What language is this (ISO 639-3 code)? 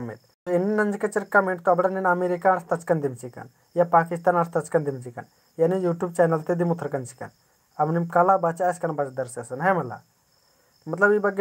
kru